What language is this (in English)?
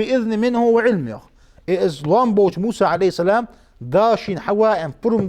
Ingush